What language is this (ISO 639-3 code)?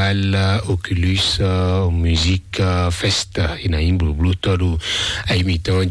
fon